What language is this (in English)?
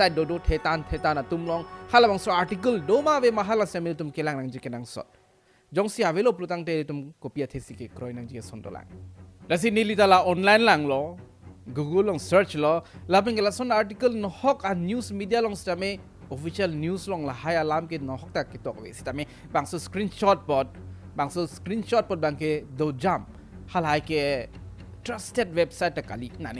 Karbi